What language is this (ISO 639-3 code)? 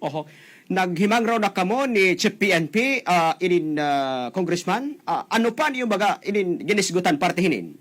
war